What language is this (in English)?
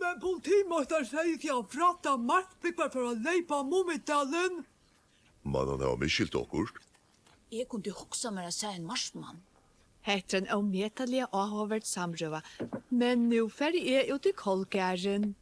Faroese